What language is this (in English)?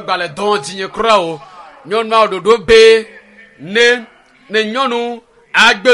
Ewe